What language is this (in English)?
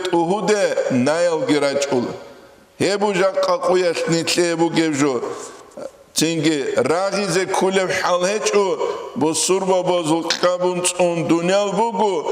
Avaric